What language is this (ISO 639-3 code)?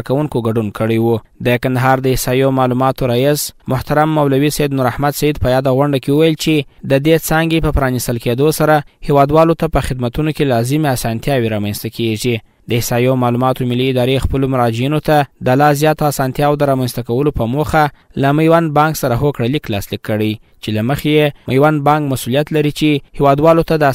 pus